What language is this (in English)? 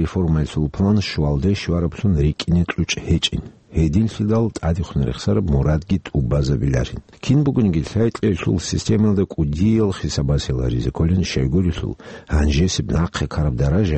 Avaric